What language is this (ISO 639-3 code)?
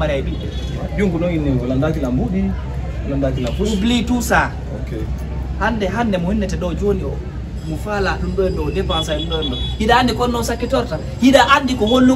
ful